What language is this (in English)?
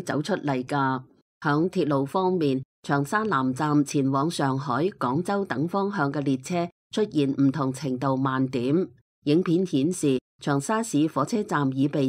Cantonese